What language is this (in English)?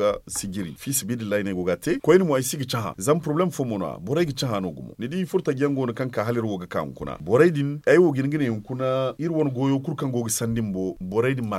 Zarma